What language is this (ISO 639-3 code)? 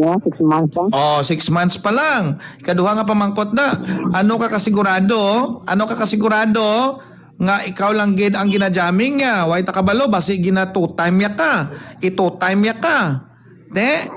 hil